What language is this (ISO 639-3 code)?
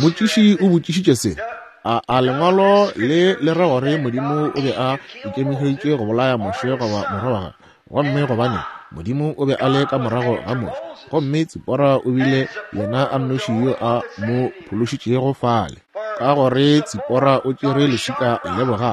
nso